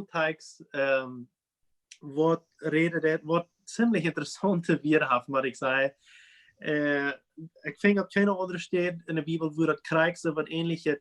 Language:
Plautdietsch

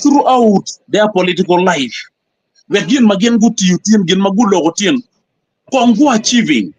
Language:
Acoli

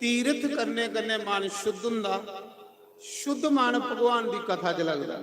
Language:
Dogri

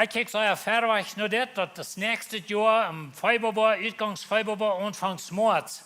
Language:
Plautdietsch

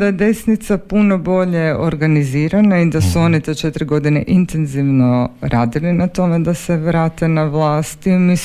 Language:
Croatian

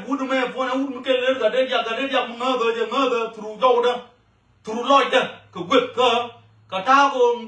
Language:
Nuer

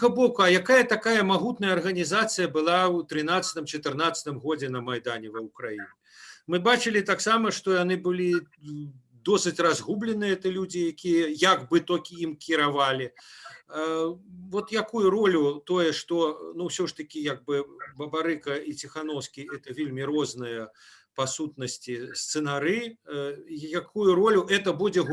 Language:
Belarusian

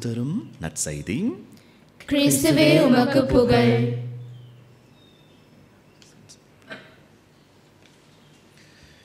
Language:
Tamil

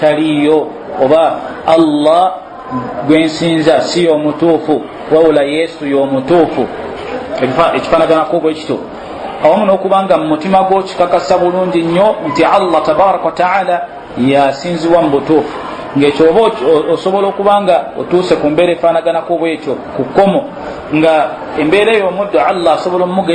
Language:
Ganda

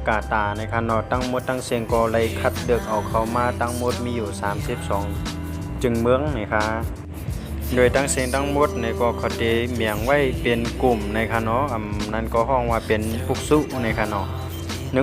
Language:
Shan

